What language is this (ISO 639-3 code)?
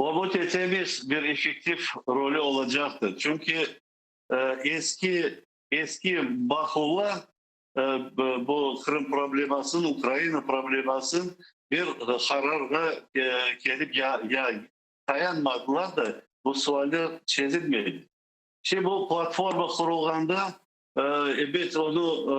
crh